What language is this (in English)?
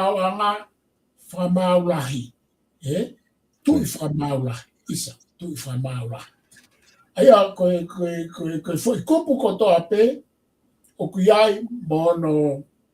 Tongan